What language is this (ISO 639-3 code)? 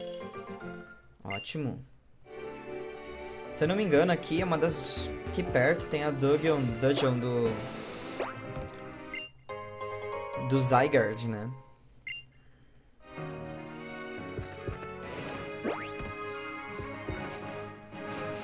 por